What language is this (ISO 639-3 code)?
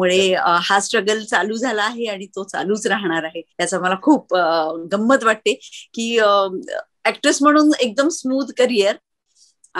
mar